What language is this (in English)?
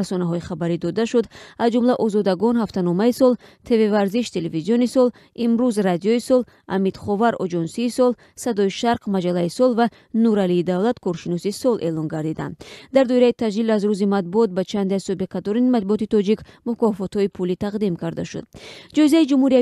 Tajik